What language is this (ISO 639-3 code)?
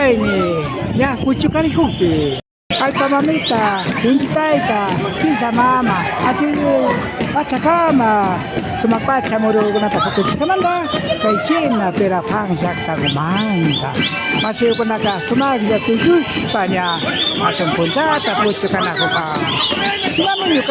qvi